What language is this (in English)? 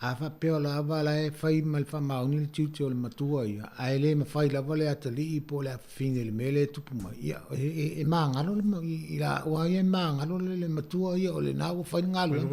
Samoan